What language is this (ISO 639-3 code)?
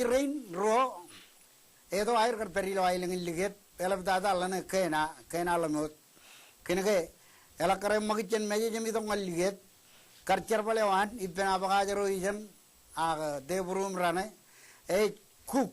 mah